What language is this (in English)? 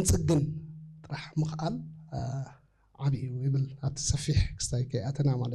Tigrinya